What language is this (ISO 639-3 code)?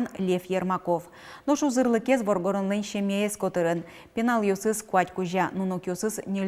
udm